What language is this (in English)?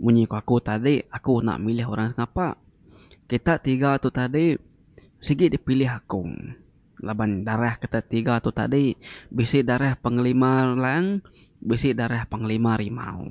Iban